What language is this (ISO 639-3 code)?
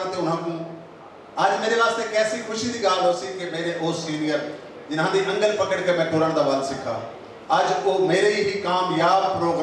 skr